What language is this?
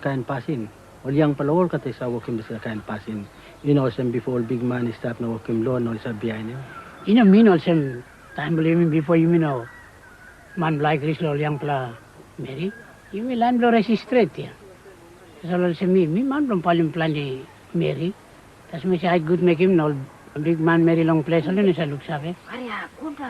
Tok Pisin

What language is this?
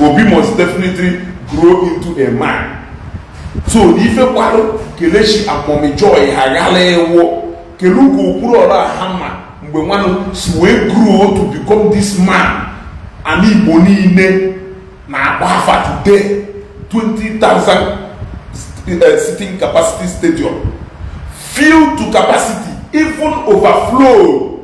Igbo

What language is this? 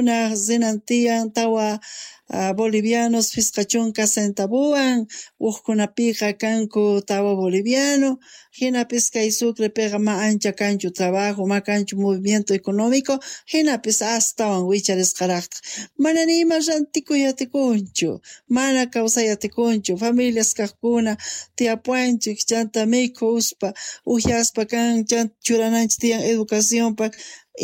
Quechua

